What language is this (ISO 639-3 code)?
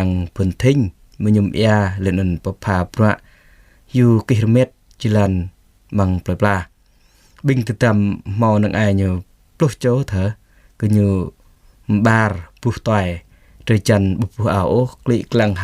jra